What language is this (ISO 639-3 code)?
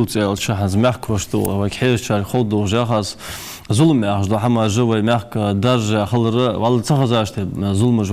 inh